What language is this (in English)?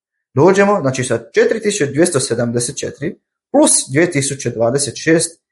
Croatian